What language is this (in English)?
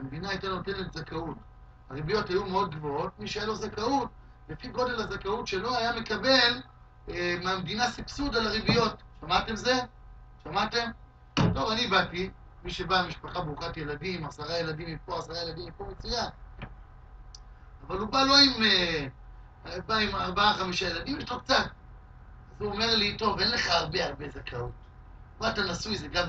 Hebrew